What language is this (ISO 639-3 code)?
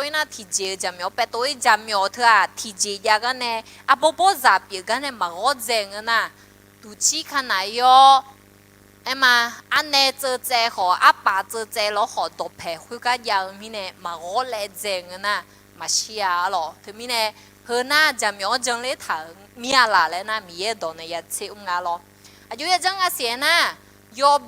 ahk